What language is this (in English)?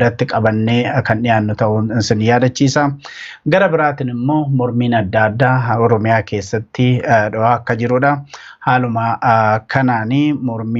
Oromo